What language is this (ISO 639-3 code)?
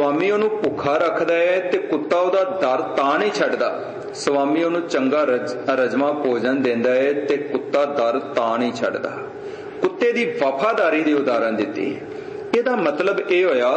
pan